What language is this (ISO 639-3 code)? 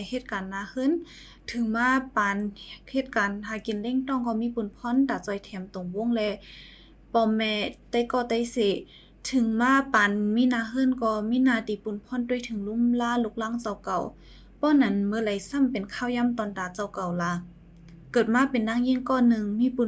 shn